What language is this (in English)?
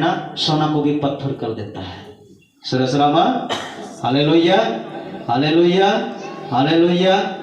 Santali